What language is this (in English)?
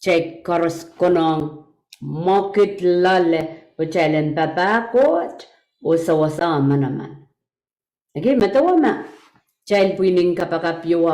Pohnpeian